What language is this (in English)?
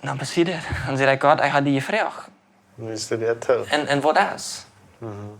Plautdietsch